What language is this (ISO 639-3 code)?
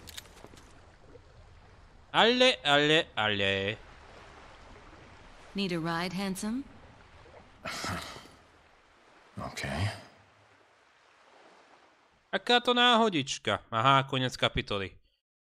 slk